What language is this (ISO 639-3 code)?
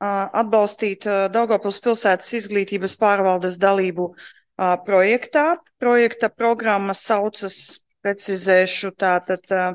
lav